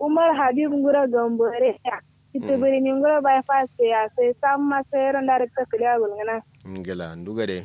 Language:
Kanuri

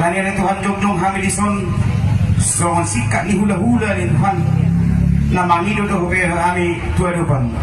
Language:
Batak Toba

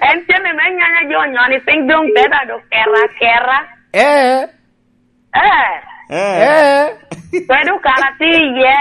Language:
Lango (Uganda)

